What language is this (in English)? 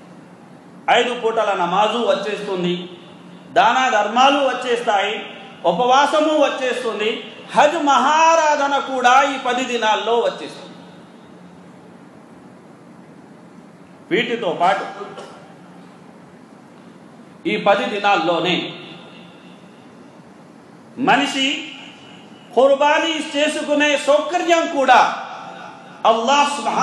Telugu